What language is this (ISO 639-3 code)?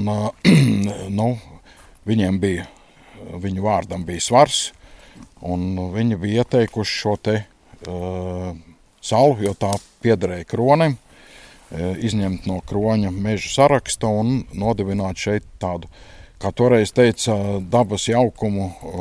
lav